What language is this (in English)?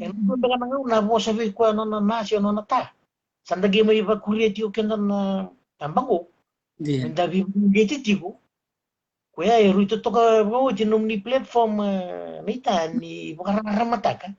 Fijian